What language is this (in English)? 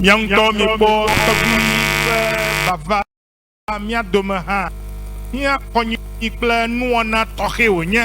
Ewe